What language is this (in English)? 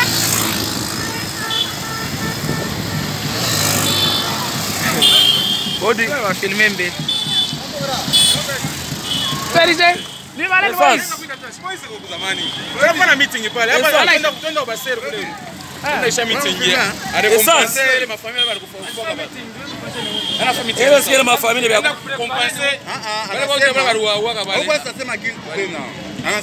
Swahili